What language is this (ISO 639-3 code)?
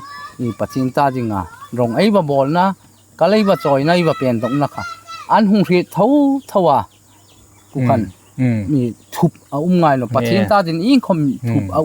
hmr